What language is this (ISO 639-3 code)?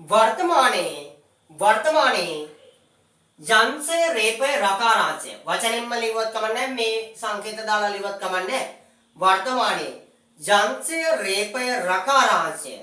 sin